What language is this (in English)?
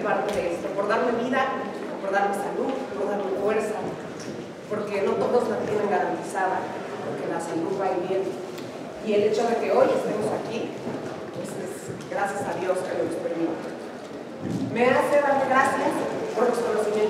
Spanish